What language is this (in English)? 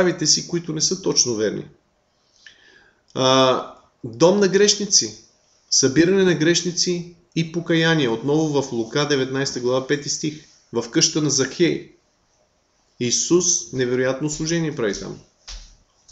Bulgarian